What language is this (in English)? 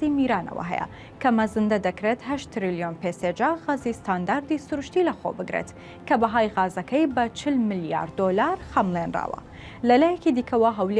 Central Kurdish